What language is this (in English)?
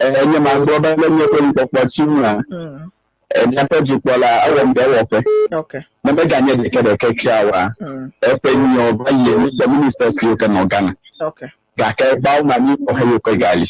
Ewe